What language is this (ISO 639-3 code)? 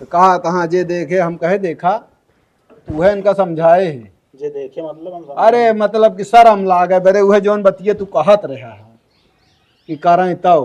awa